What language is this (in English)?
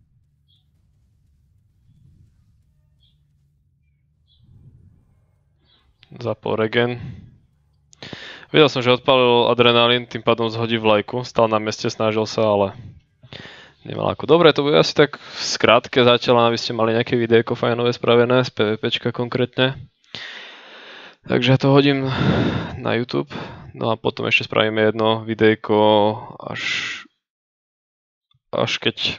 Slovak